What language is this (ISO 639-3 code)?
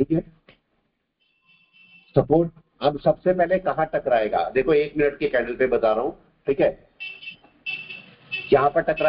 hin